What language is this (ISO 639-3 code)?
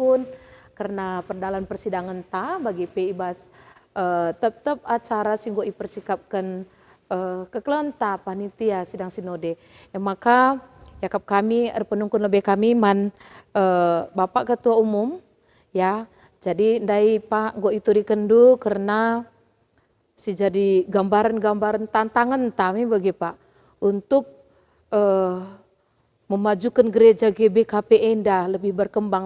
btx